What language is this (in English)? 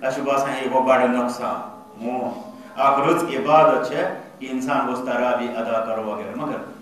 Kashmiri